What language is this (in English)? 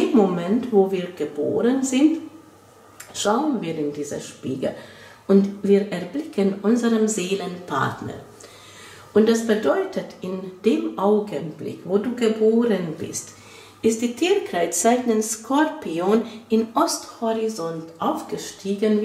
German